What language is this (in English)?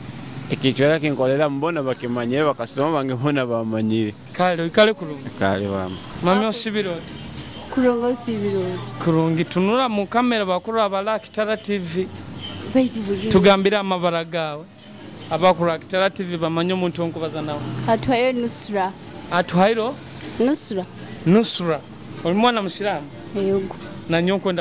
Nyoro